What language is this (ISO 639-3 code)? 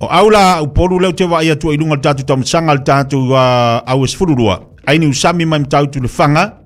smo